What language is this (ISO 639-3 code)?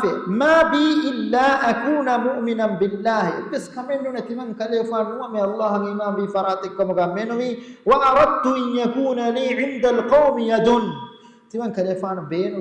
div